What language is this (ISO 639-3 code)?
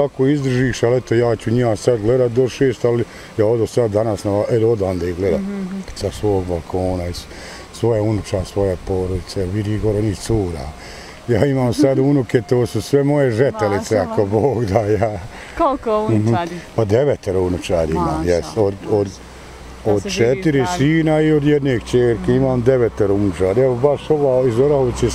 bos